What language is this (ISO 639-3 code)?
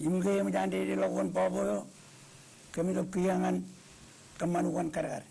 mah